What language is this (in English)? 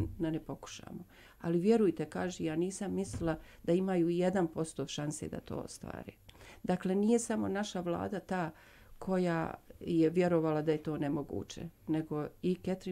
Bosnian